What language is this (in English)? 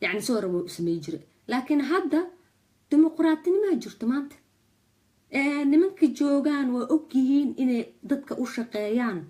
Somali